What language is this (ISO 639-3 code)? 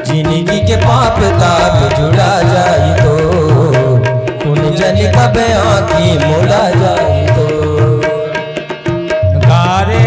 hne